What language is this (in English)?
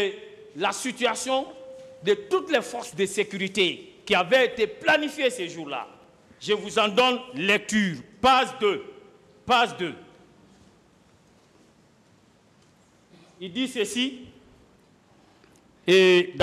French